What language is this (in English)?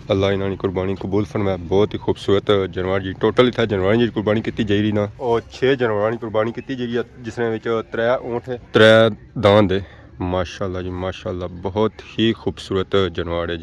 Pahari-Potwari